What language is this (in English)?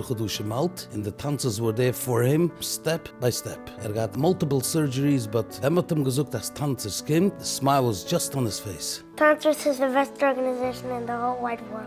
Yiddish